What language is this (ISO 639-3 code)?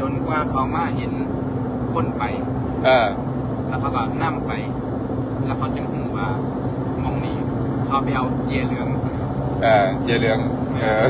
tts